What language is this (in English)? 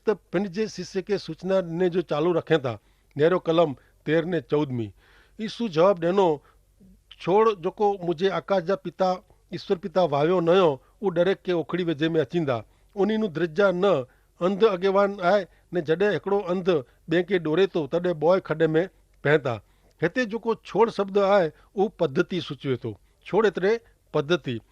Kachhi